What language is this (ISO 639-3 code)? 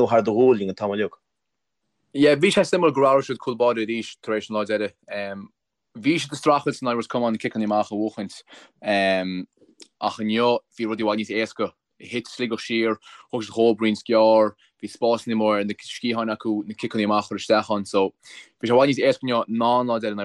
gle